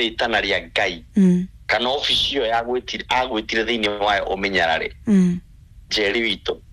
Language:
Kikuyu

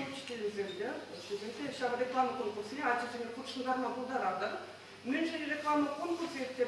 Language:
Chuvash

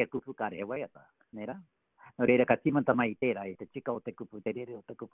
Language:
Māori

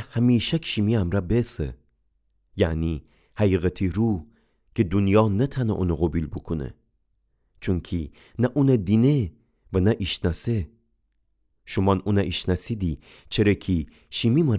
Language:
Gilaki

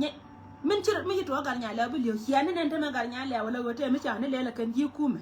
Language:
Nuer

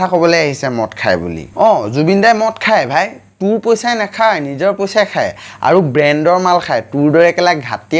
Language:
Assamese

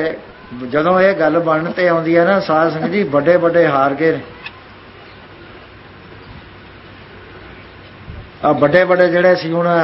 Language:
Punjabi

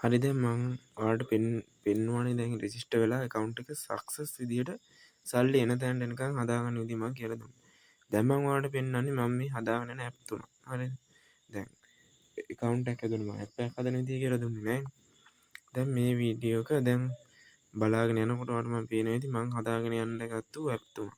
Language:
Sinhala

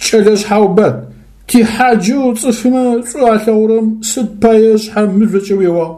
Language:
Adyghe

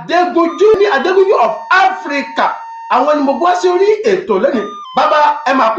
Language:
Yoruba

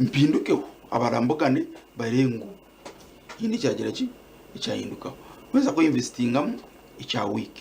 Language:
Nyankole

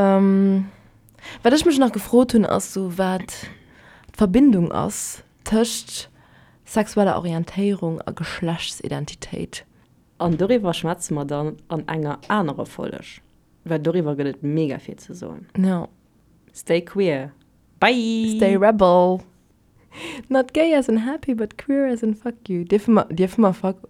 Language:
Luxembourgish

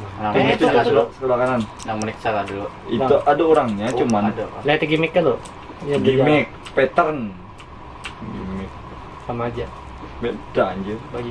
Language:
Banjar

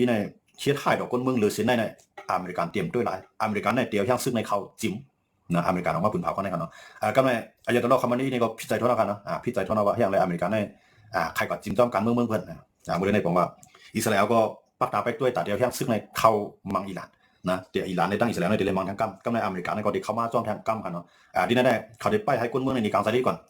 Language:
Shan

